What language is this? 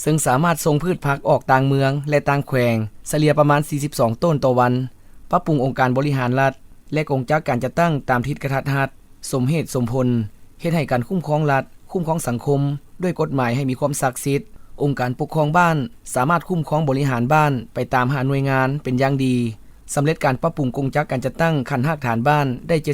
Lao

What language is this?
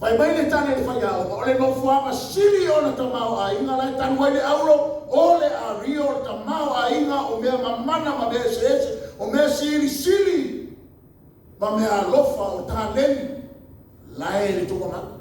Samoan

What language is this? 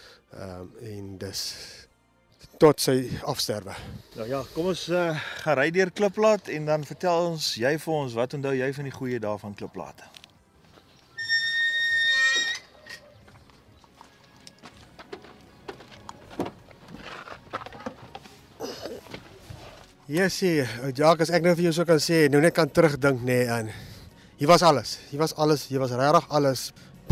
Afrikaans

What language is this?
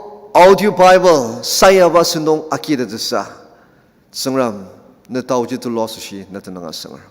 Ao Naga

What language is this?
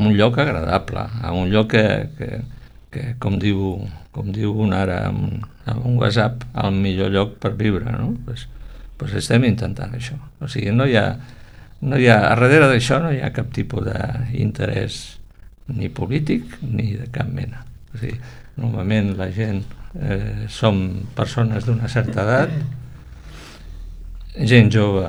Catalan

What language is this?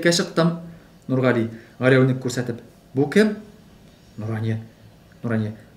Tatar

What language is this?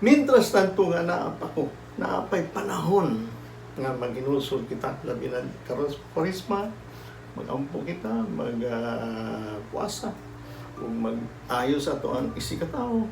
Cebuano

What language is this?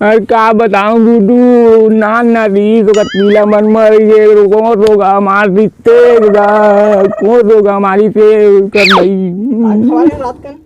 Chhattisgarhi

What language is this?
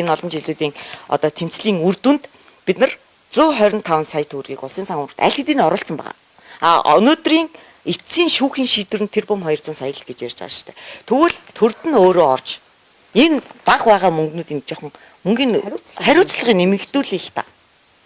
Mongolian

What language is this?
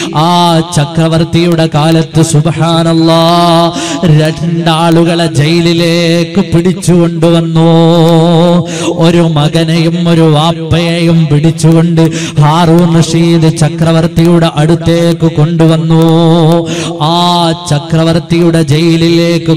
Malayalam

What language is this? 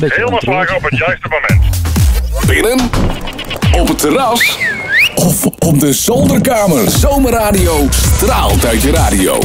Western Frisian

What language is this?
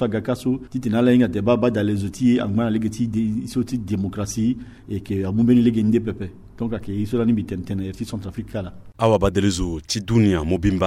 Sango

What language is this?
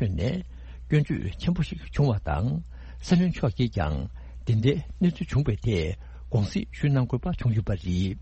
Tibetan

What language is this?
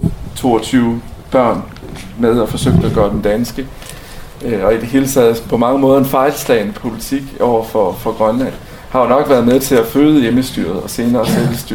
Danish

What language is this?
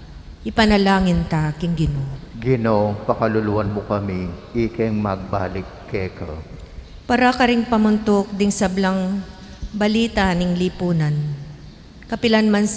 Pampanga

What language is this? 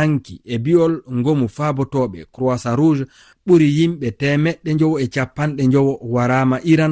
Fula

